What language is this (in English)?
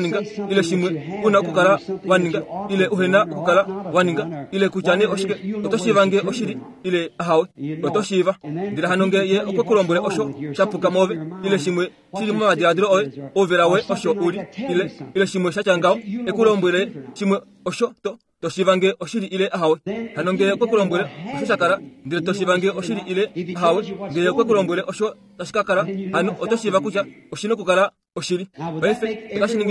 Kuanyama